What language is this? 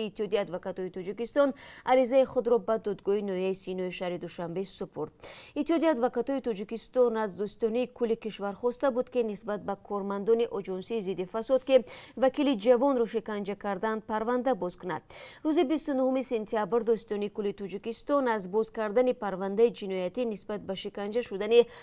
Tajik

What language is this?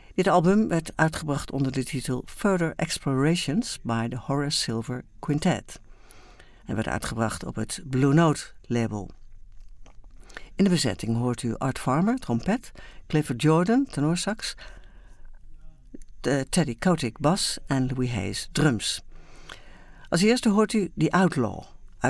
Dutch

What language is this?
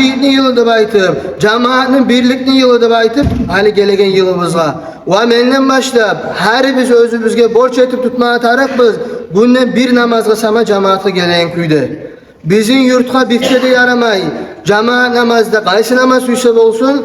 Kumyk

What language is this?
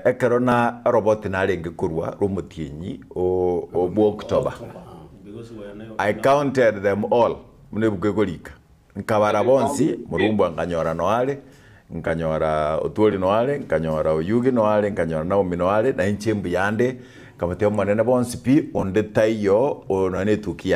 Gusii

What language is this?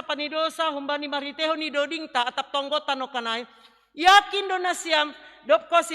Batak Simalungun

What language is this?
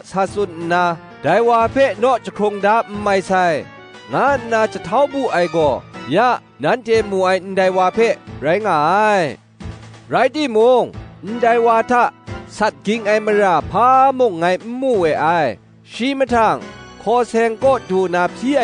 Kachin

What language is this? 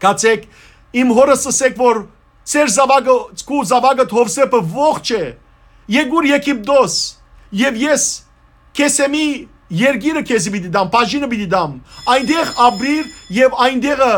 Western Armenian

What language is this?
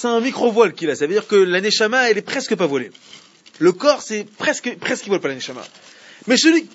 French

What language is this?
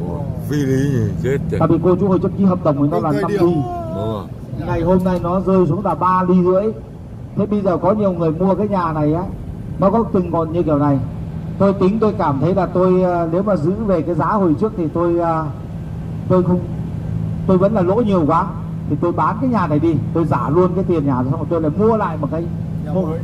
Vietnamese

